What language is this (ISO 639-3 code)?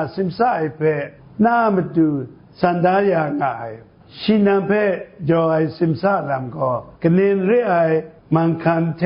kac